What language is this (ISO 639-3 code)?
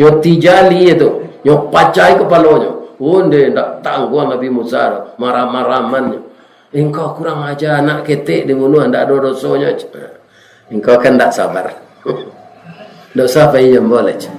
min